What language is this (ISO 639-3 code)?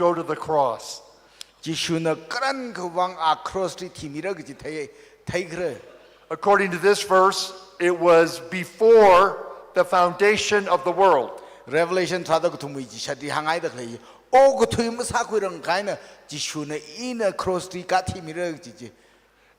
nmf